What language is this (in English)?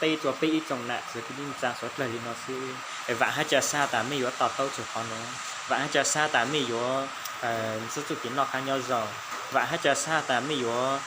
Hmong